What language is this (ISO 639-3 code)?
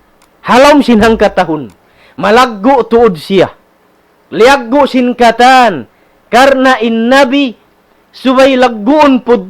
tsg